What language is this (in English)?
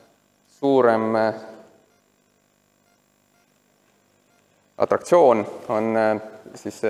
Estonian